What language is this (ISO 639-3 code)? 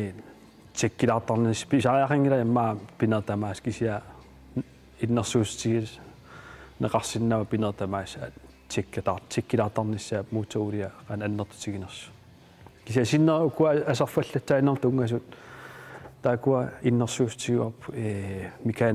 kal